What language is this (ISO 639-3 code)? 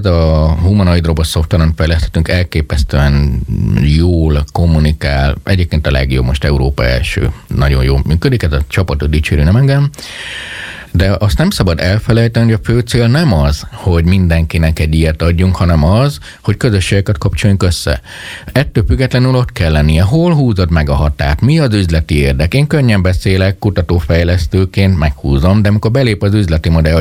hun